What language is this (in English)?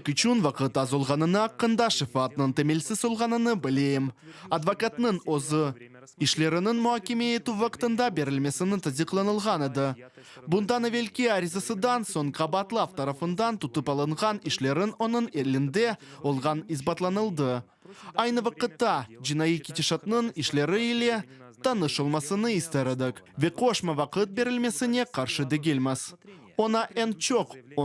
Crimean Tatar